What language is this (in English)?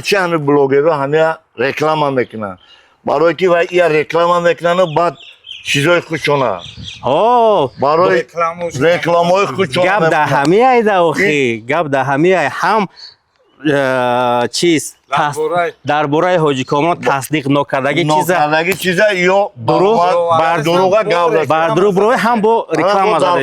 Tajik